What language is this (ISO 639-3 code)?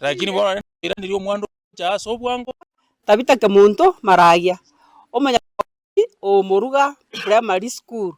guz